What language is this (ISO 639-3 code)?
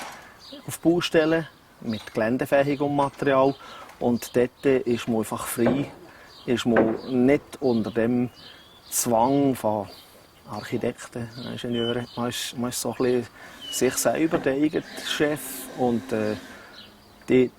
gsw